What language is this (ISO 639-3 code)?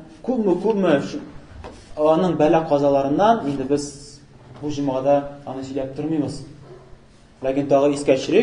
tat